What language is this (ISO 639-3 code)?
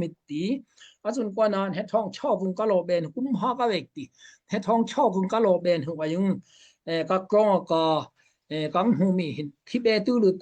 dao